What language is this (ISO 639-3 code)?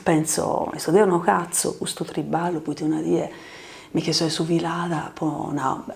srd